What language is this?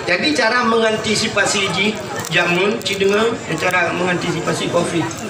Achinese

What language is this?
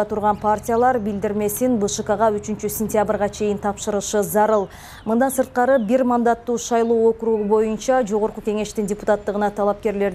Kyrgyz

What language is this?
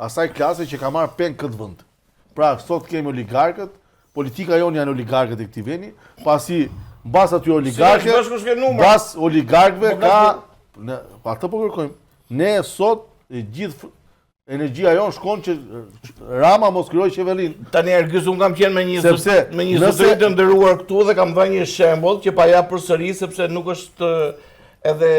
Albanian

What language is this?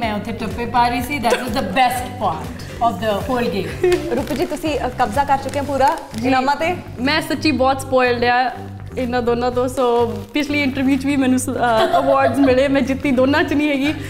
Punjabi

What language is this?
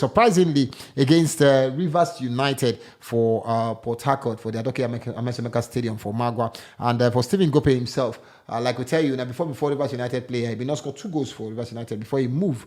Nigerian Pidgin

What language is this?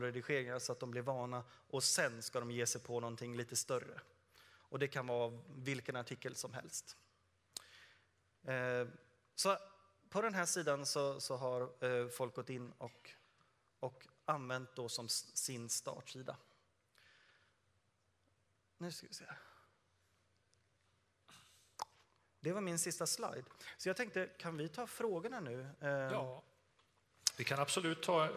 Swedish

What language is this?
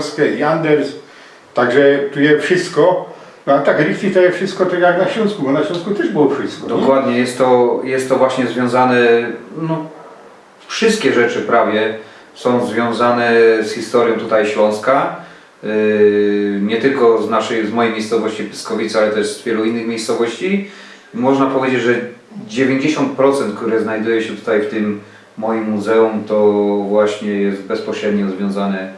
Silesian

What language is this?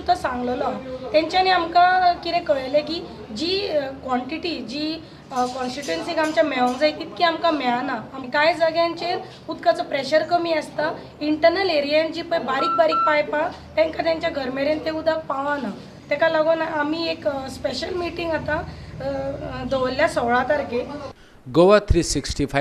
Konkani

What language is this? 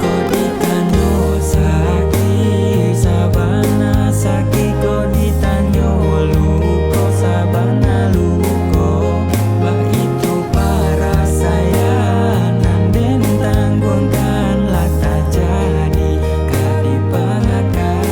Minangkabau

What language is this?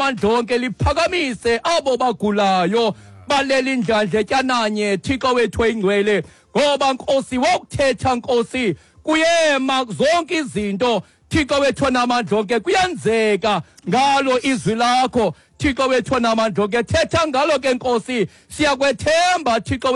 Xhosa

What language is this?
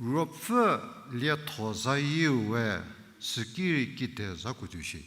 Angami Naga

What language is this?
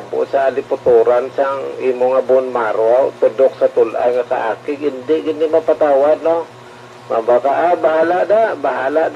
Hiligaynon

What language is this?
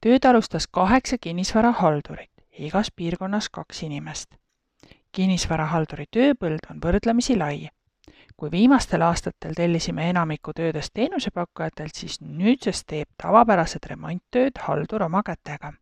Estonian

